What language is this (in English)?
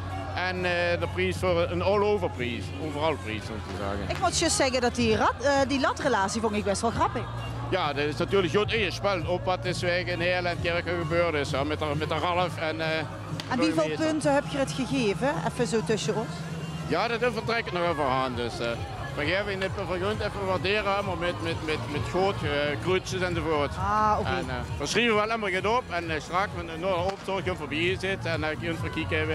Limburgish